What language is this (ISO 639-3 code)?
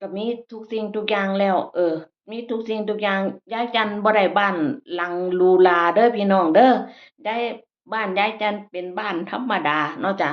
tts